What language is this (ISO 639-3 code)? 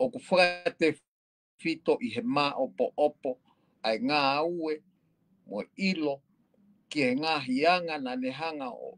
ton